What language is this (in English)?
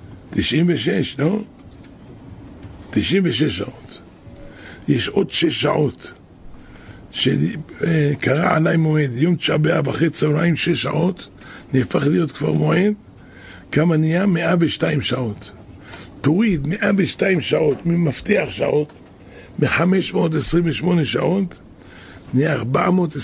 Hebrew